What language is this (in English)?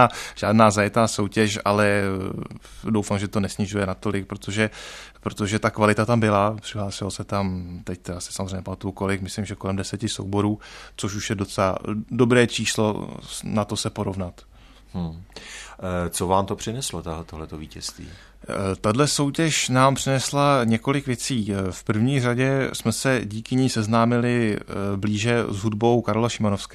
Czech